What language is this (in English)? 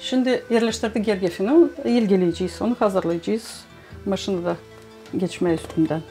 Gagauz